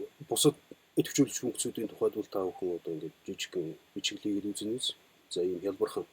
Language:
Mongolian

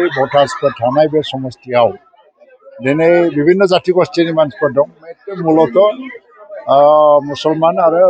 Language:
Bodo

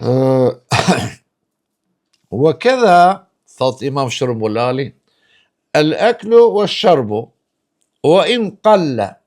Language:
Albanian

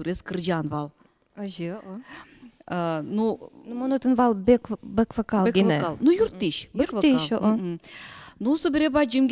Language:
Udmurt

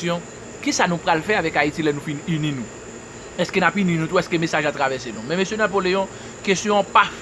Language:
Haitian Creole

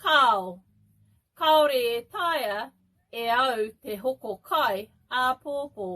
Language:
Māori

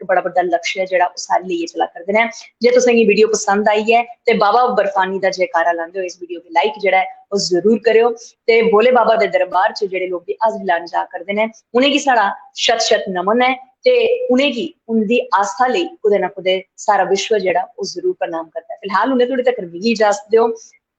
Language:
Dogri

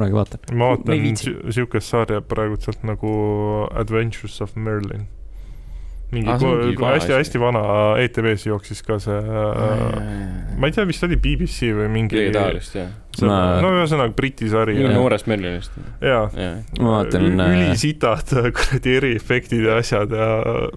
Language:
Estonian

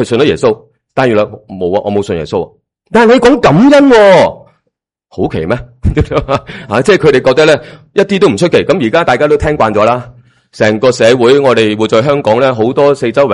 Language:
Cantonese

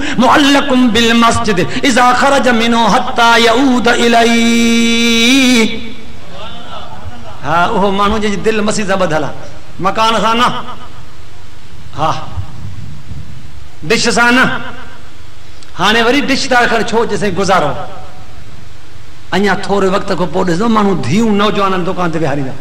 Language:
Sindhi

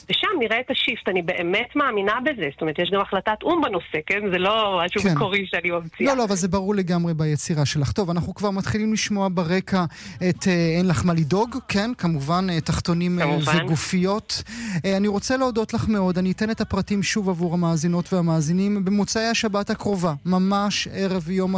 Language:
Hebrew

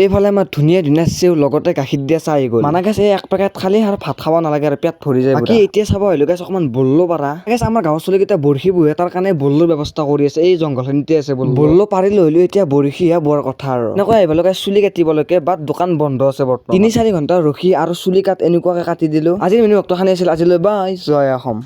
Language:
Assamese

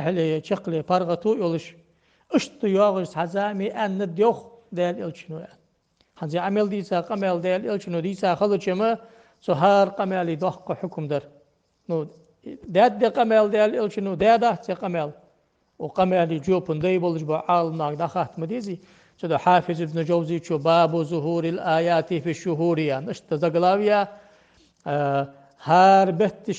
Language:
Ingush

